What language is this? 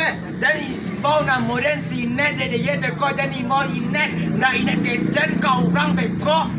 Minangkabau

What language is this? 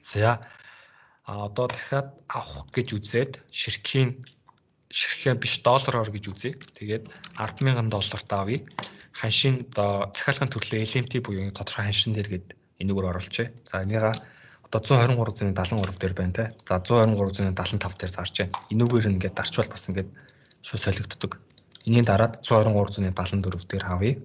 Mongolian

